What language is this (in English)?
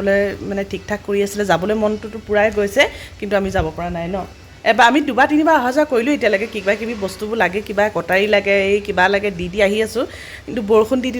Assamese